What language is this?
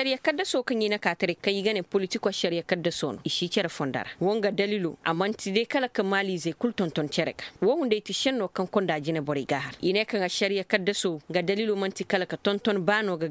Koyraboro Senni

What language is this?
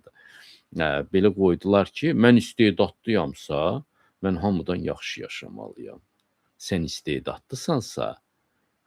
Azerbaijani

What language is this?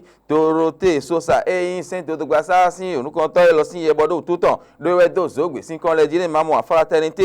Fon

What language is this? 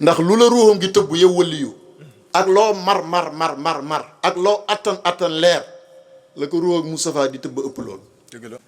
Wolof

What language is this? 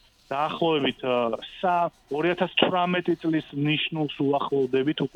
Georgian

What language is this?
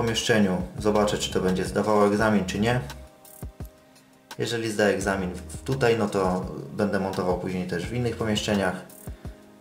Polish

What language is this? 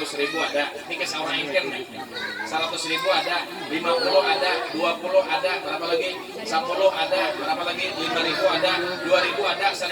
Banjar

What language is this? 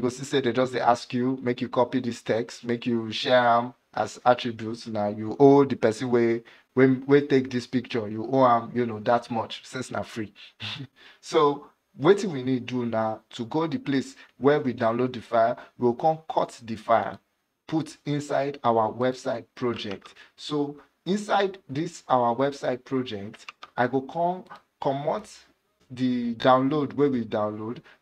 Nigerian Pidgin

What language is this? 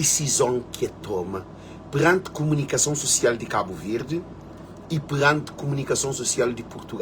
Kabuverdianu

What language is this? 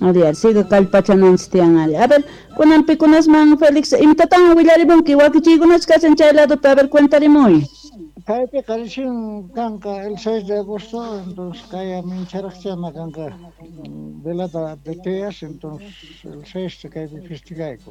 South Bolivian Quechua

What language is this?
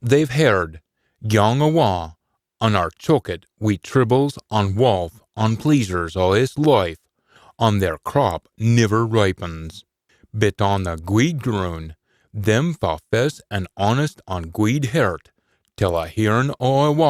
Scots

